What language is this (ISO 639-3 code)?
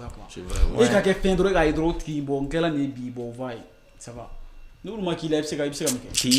bam